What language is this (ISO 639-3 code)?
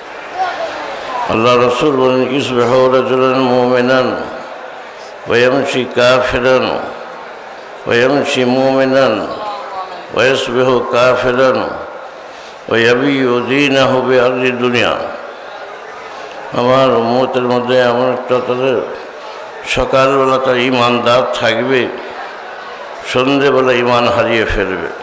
ben